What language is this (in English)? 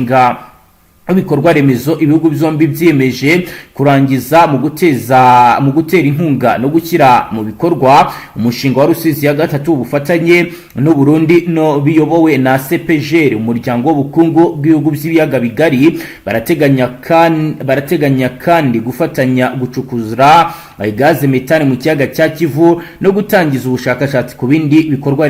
Kinyarwanda